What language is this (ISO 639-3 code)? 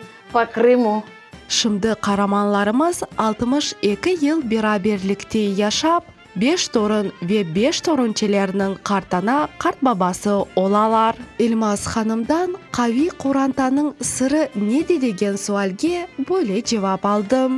crh